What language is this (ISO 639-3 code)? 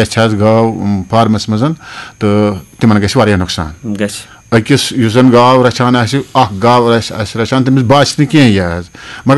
kas